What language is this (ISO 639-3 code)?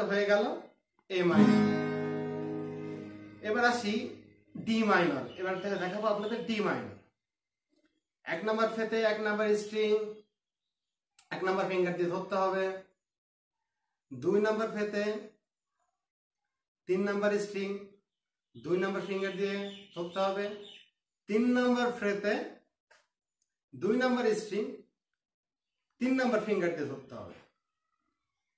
ben